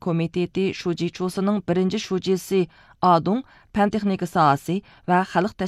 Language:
Uyghur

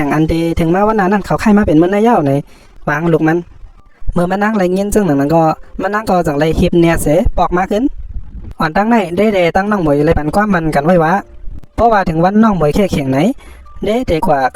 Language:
Shan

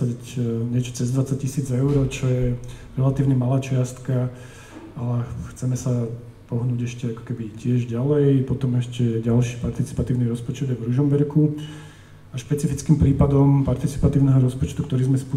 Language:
Slovak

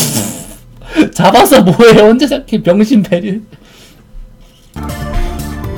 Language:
Korean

